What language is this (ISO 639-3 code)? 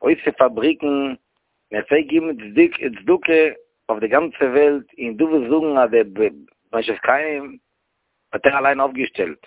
yid